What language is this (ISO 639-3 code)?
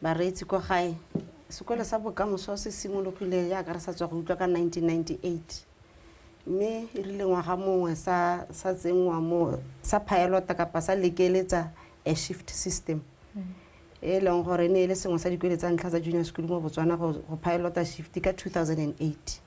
tsn